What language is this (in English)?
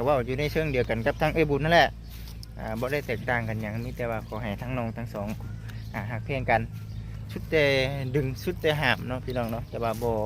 Lao